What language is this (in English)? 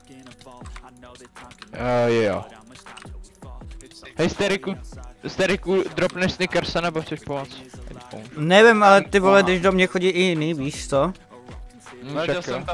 Czech